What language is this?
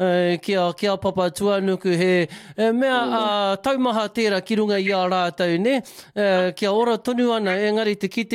Māori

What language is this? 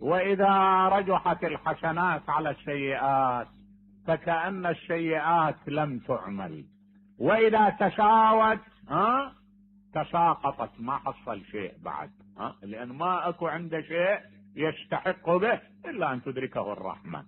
Mesopotamian Arabic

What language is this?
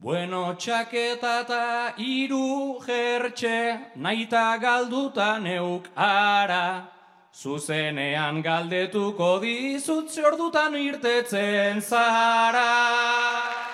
Basque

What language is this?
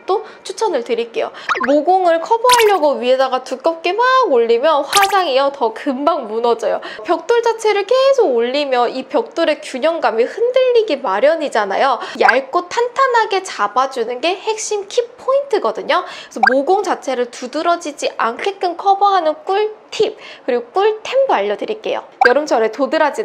Korean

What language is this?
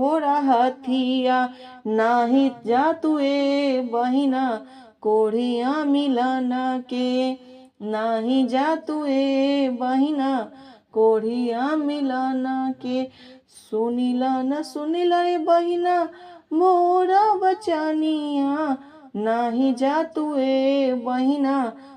Bhojpuri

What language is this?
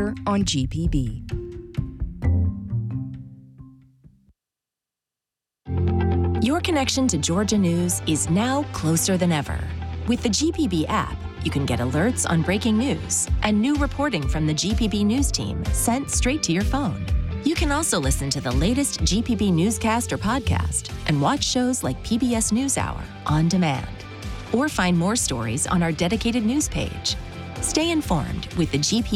English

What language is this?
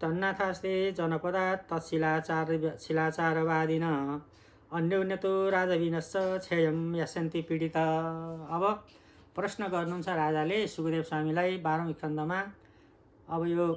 Nepali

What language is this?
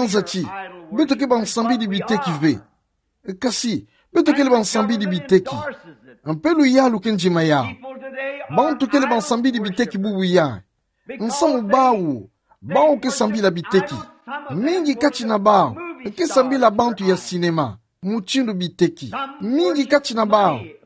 Kituba (Democratic Republic of Congo)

